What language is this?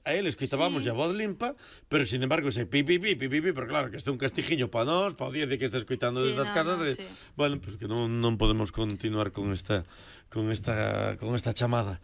Galician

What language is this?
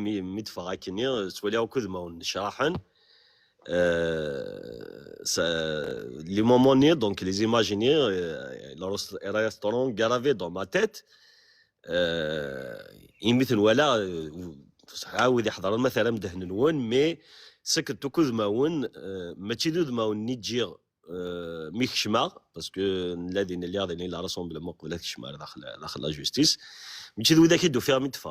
Kabyle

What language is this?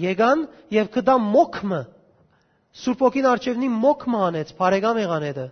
Western Armenian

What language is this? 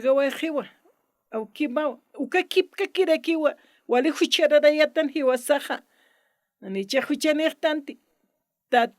Aymara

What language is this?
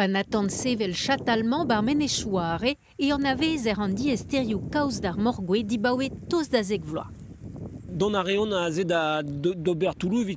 Breton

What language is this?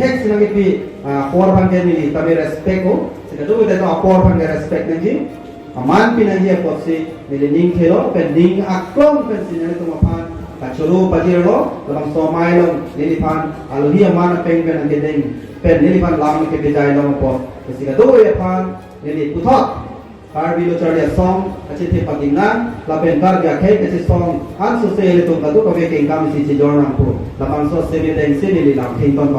Karbi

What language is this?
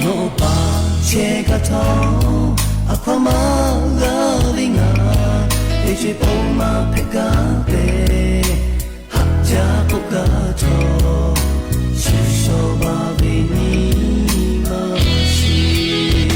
Lahu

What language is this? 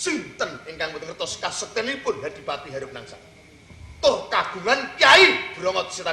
Javanese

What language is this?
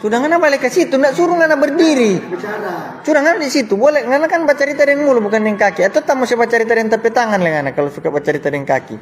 Manado Malay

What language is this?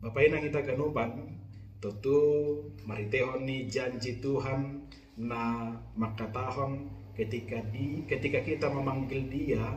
Batak Simalungun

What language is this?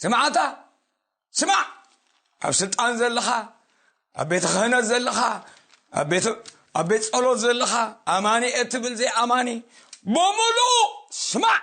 Tigrinya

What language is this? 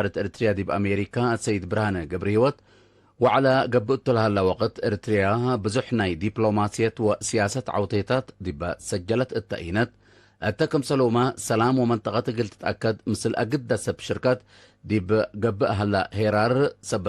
Tigre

